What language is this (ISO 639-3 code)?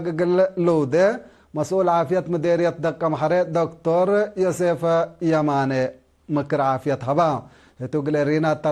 tig